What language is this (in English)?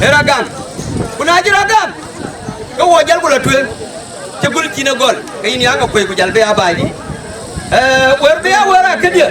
Dinka